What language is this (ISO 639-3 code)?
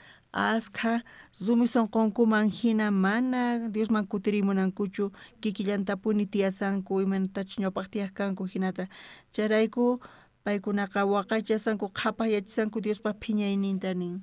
quh